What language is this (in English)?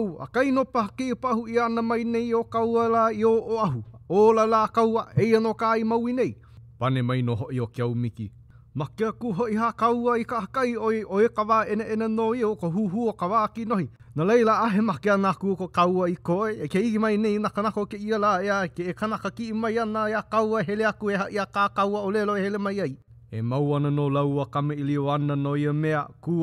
Hawaiian